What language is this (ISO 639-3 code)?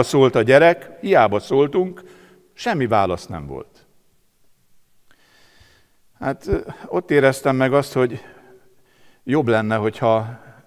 hun